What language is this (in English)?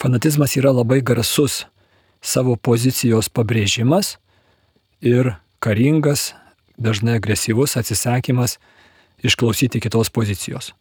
Lithuanian